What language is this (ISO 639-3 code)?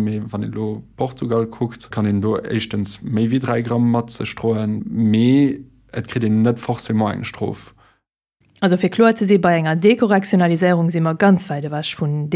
ltz